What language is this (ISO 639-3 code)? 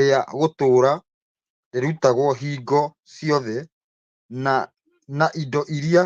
kik